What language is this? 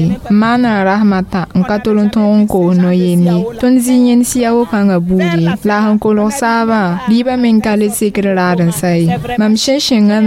Mossi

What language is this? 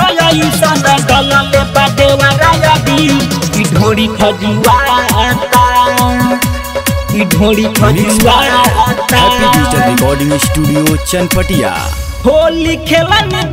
Bhojpuri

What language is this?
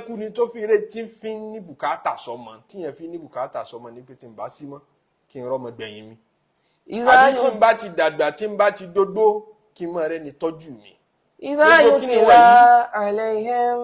Yoruba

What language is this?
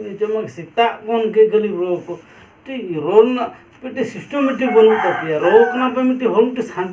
Santali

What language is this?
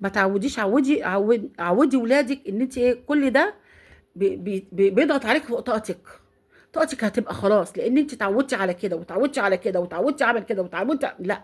Egyptian Arabic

